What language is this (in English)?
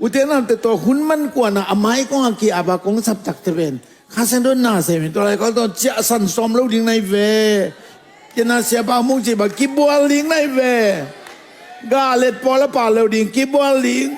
Tedim Chin